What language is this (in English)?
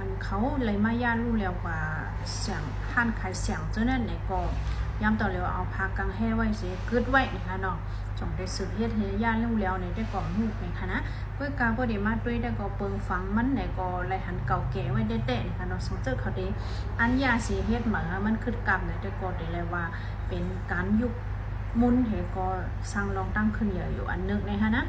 Shan